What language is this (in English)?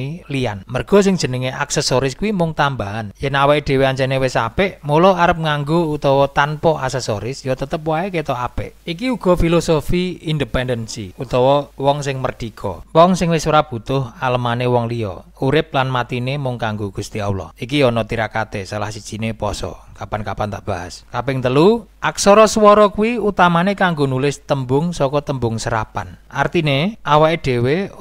Javanese